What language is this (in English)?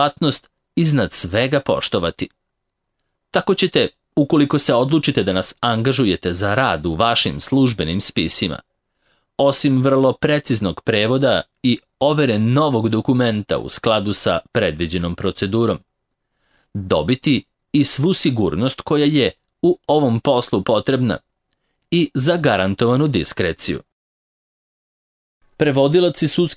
Serbian